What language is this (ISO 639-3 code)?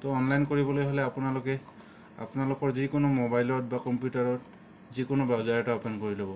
asm